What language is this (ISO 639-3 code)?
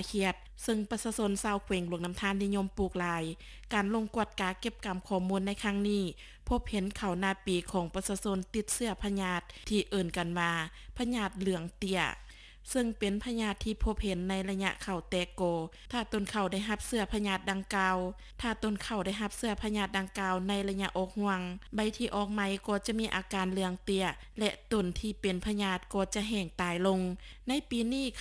lao